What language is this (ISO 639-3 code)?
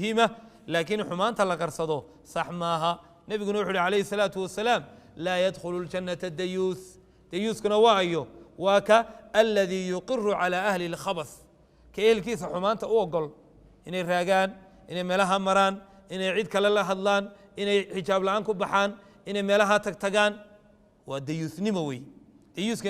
som